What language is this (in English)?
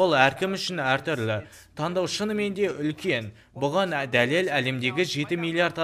Kazakh